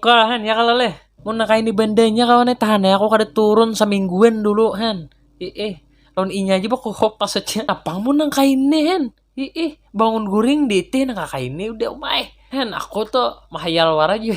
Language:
Banjar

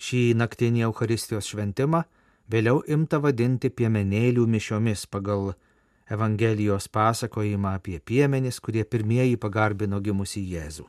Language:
Lithuanian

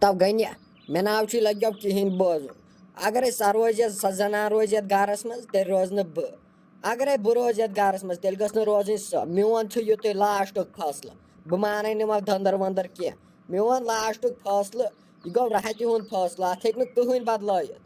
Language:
Kashmiri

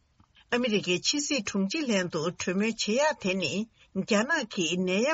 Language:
Tibetan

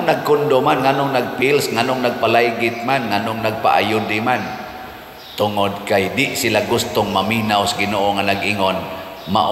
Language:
Cebuano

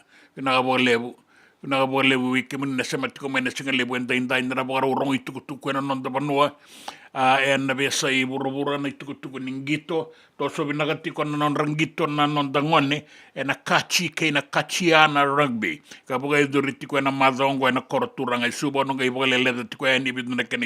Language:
Fijian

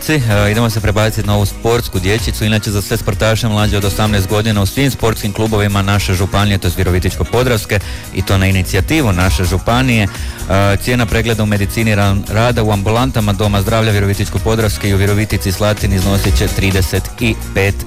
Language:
Croatian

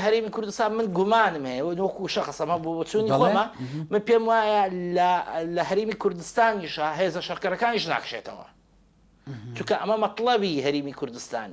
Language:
Central Kurdish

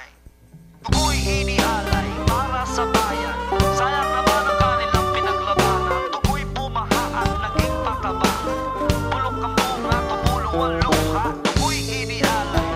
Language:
Filipino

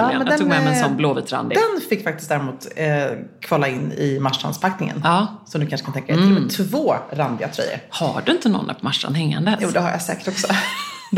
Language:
Swedish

